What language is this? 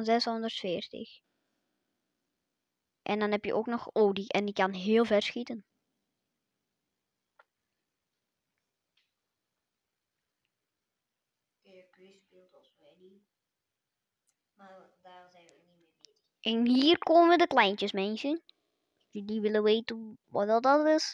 Dutch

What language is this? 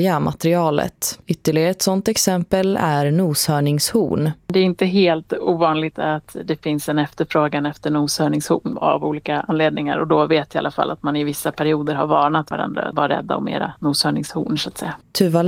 Swedish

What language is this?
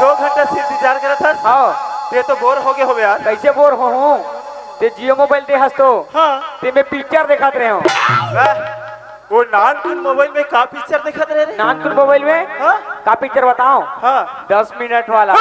Chhattisgarhi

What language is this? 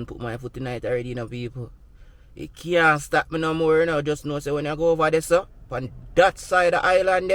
Jamaican Creole English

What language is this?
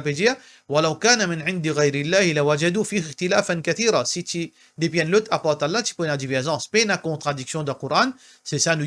Morisyen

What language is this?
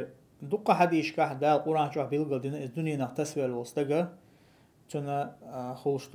Chechen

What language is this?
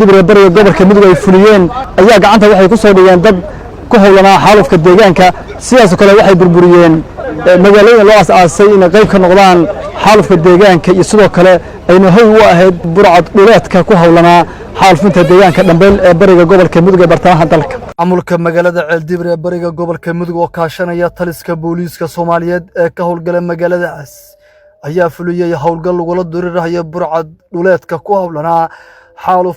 Somali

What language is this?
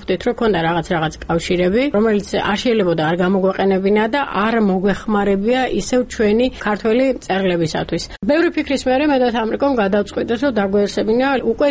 Georgian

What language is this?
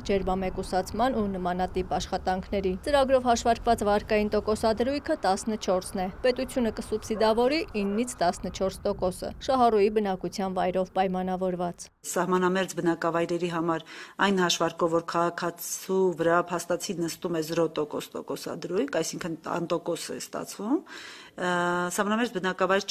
Armenian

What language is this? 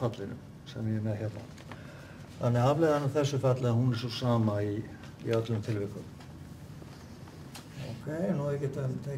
Icelandic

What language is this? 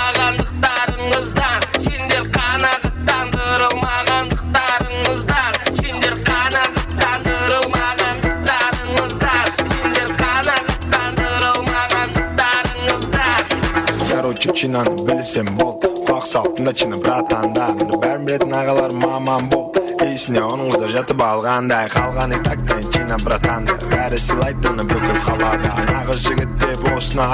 Kara-Kalpak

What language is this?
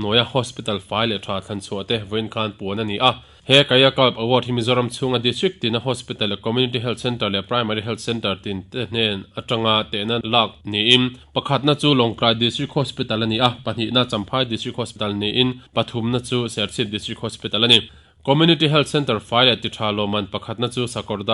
Mizo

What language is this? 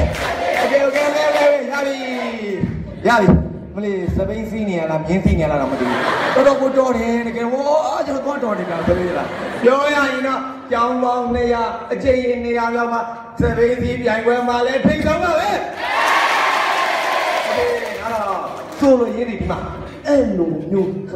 Burmese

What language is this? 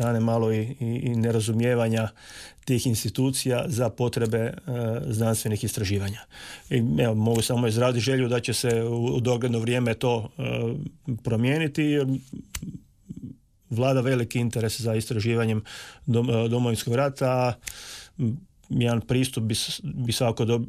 Croatian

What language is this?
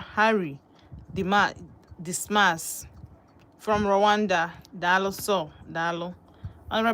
Igbo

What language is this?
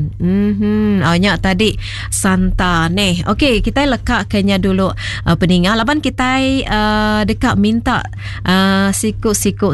Iban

